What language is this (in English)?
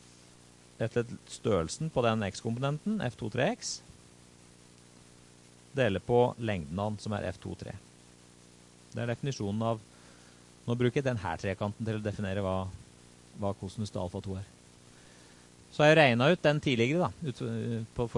Norwegian